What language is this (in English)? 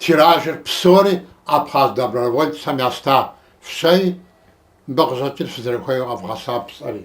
Kabardian